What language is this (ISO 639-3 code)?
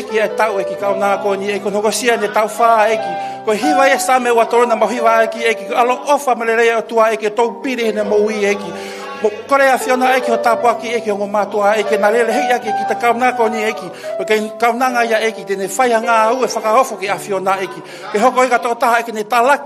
ton